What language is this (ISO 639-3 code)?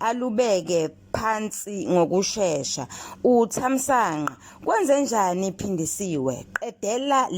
zul